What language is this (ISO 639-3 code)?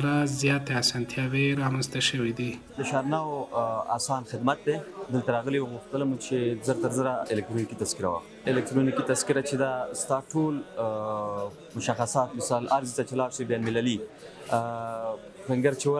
pus